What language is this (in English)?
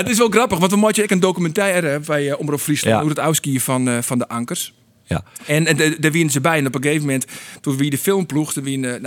Western Frisian